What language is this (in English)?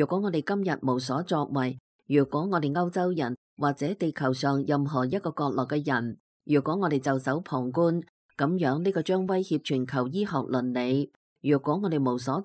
Cantonese